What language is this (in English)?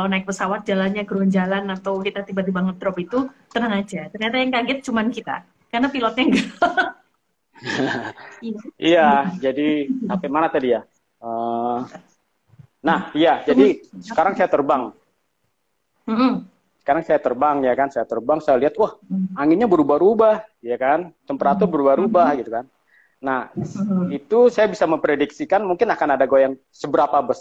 Indonesian